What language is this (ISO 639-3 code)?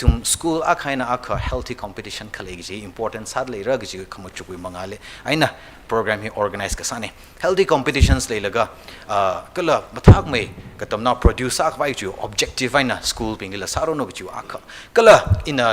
nmf